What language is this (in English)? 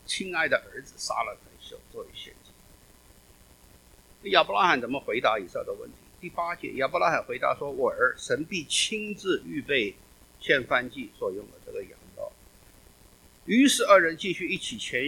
Chinese